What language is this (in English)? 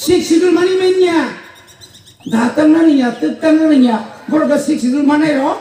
Kok Borok